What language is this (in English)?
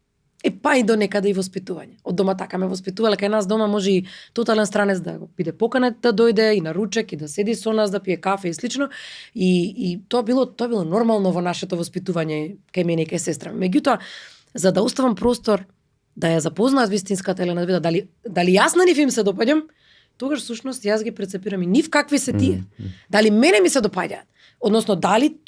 Macedonian